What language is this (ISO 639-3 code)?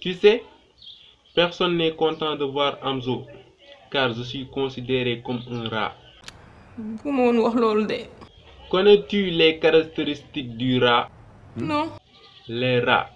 wol